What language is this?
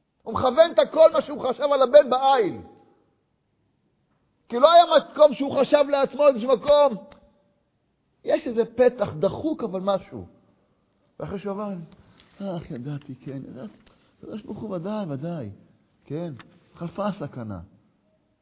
Hebrew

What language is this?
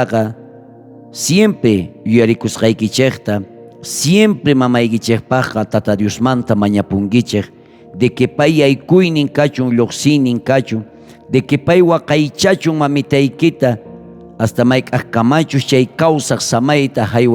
South Bolivian Quechua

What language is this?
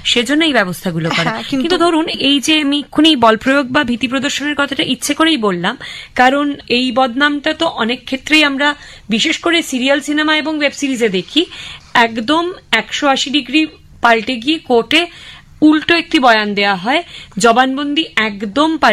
Bangla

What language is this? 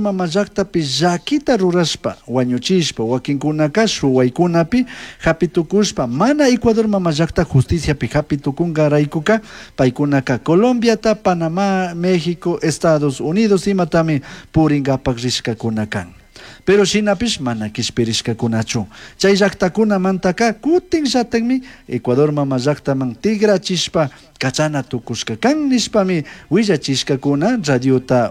Chimborazo Highland Quichua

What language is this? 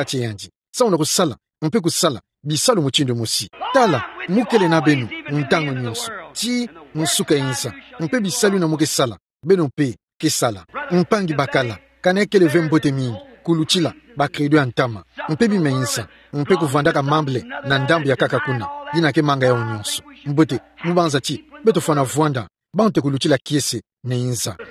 Kituba (Democratic Republic of Congo)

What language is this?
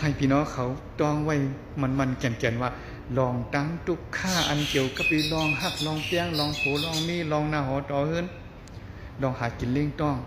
Shan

